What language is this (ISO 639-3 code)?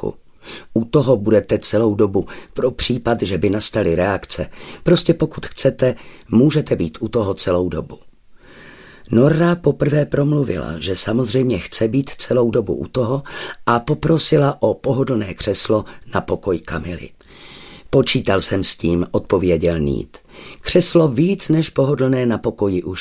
ces